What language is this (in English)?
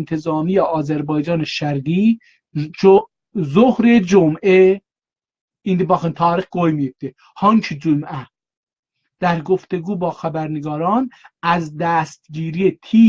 South Azerbaijani